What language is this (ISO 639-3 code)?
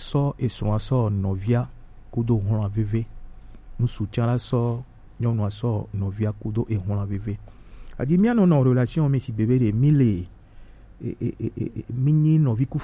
gej